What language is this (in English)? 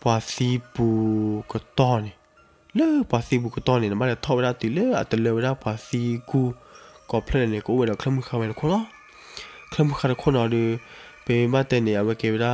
S'gaw Karen